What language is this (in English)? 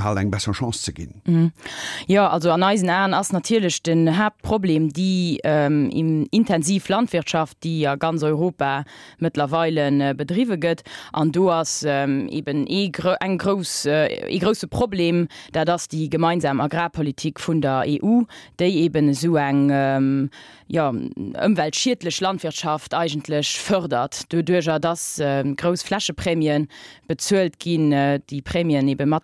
Luxembourgish